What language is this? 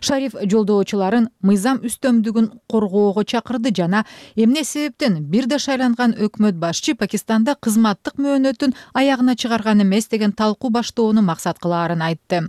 Kyrgyz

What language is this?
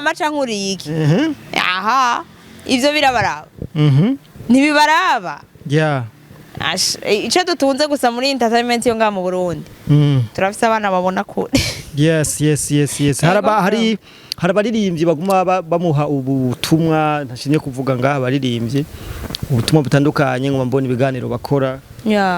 Rundi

